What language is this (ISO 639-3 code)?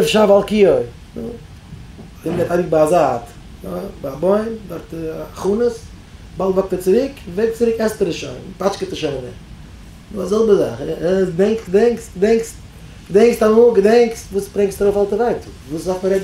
yid